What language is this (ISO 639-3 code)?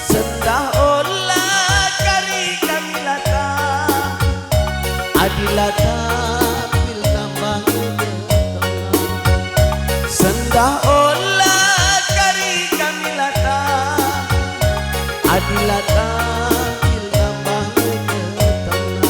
btx